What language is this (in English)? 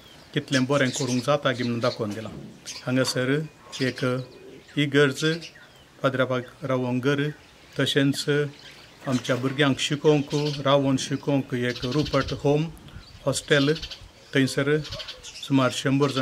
Konkani